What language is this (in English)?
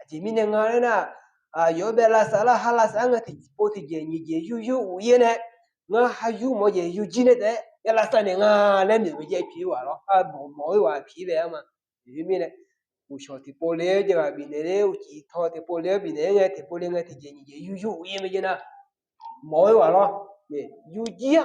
Akha